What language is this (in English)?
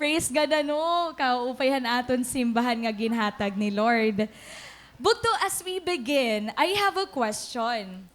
Waray